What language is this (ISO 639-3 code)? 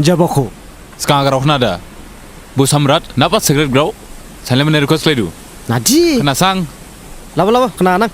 dis